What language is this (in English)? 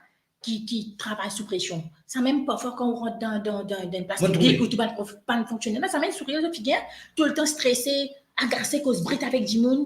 Morisyen